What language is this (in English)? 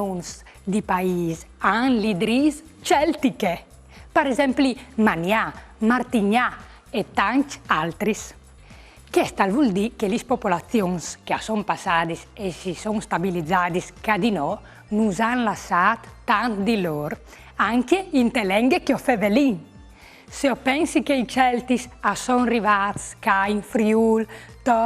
Friulian